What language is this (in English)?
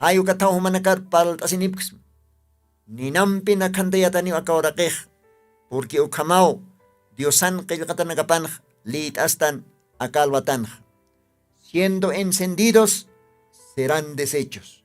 Aymara